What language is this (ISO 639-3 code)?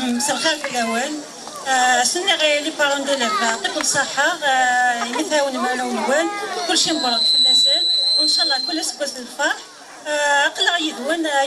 kab